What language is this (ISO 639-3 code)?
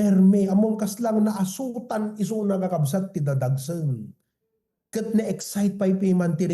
ilo